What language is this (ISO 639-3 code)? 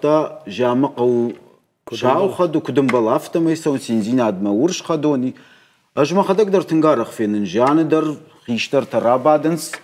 oss